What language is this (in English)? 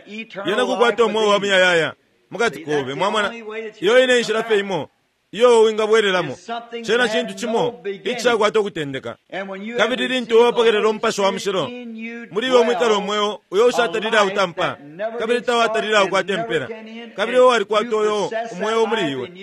Bemba